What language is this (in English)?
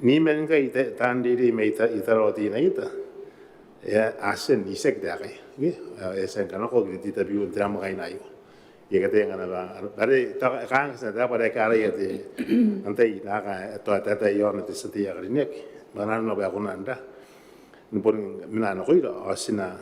Gilbertese